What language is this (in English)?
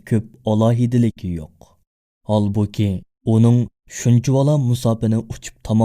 Uyghur